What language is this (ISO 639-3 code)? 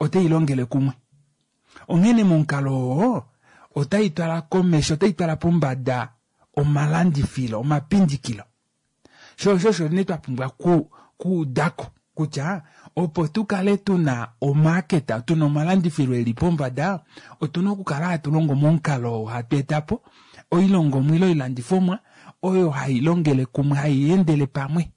kua